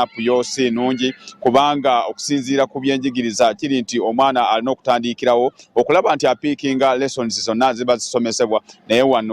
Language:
Ganda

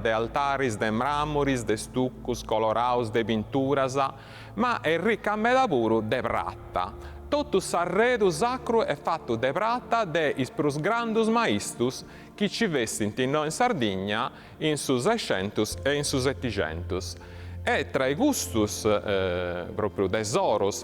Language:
Sardinian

